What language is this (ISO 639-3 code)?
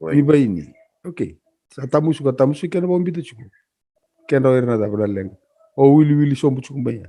fij